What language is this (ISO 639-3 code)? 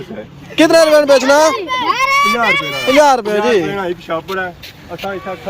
phr